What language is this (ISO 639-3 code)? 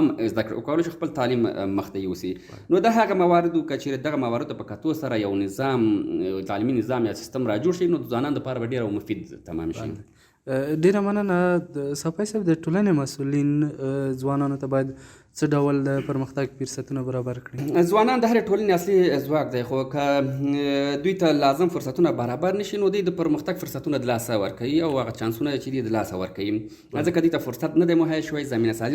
pus